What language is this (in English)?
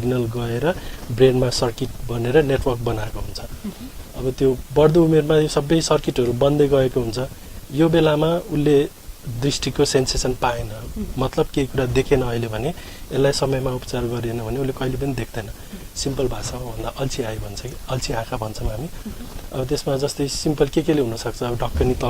Nepali